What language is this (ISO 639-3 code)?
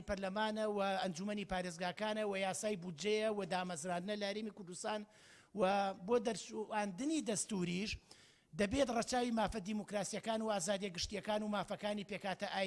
ckb